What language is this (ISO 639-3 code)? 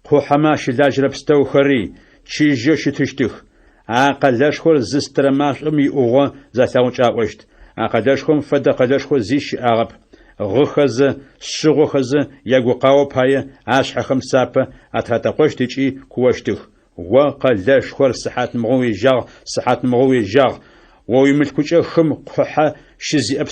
ady